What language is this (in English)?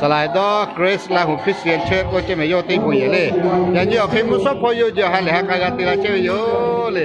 Lahu